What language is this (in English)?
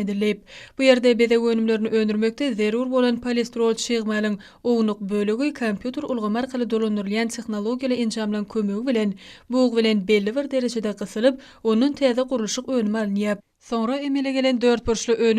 Turkmen